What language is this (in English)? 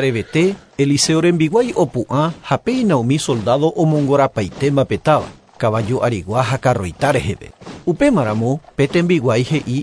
Guarani